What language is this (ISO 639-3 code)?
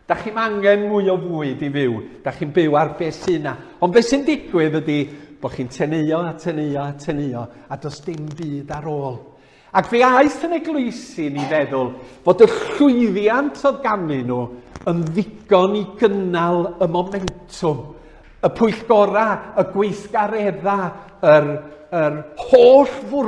cym